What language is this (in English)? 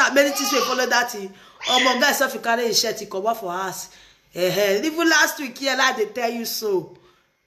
Nigerian Pidgin